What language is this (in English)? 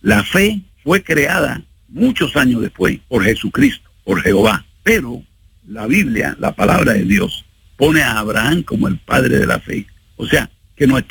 Spanish